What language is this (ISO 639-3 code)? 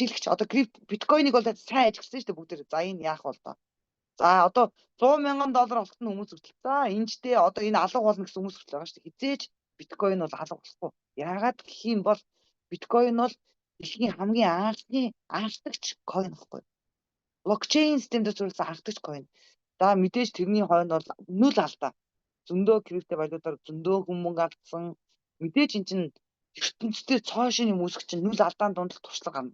mon